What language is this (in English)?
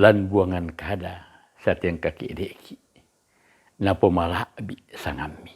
Toraja-Sa'dan